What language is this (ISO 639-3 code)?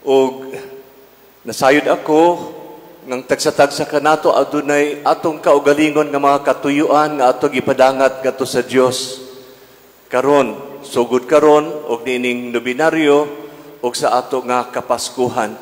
ceb